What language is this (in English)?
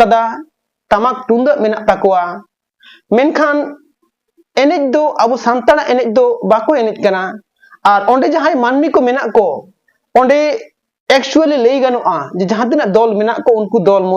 Santali